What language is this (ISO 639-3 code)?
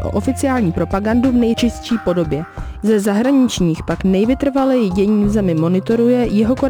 ces